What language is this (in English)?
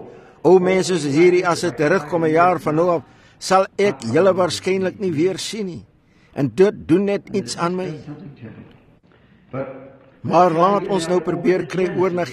Afrikaans